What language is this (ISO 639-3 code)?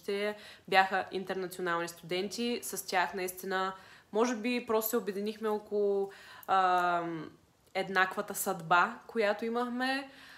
bul